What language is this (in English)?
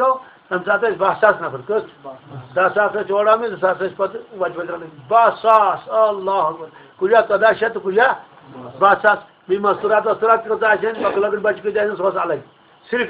Kashmiri